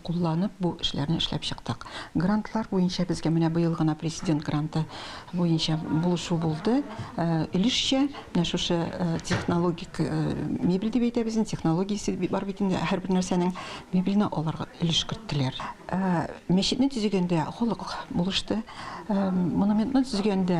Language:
Tatar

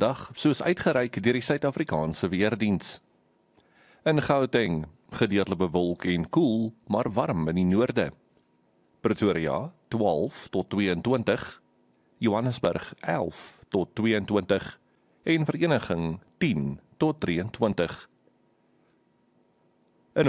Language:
Afrikaans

